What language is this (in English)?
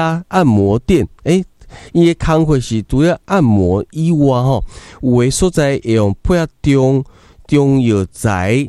Min Nan Chinese